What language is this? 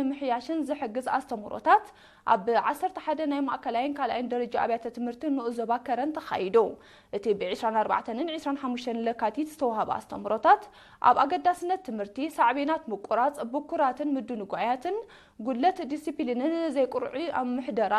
Tigrinya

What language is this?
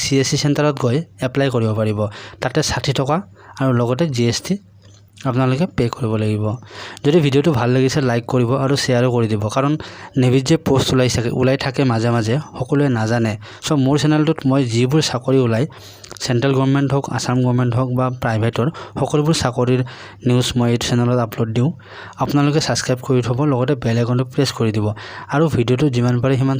Assamese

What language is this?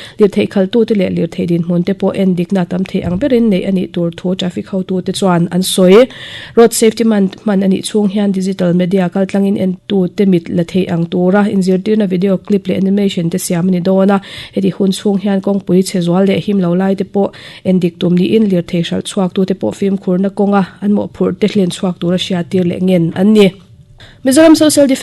Mizo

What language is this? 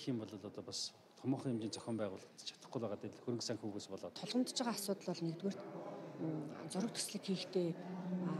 Mongolian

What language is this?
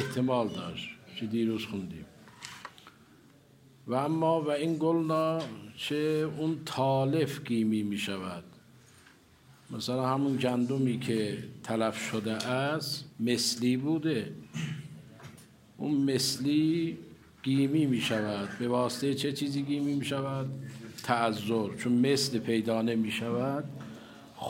Persian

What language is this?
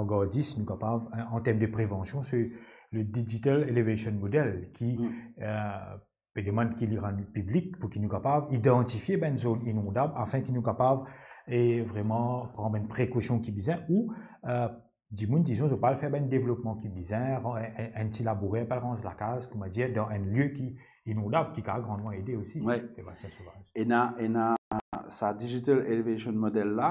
Morisyen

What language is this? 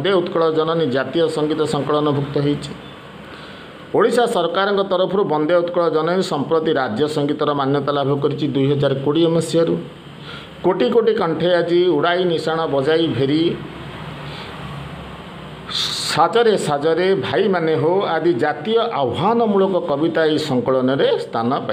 Odia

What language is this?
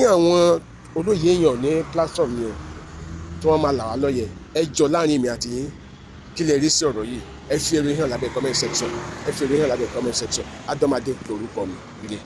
Yoruba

